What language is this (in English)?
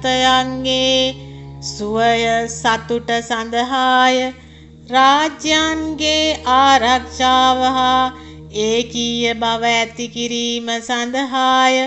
Sinhala